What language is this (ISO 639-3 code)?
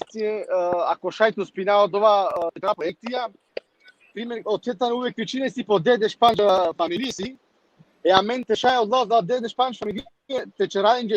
rmn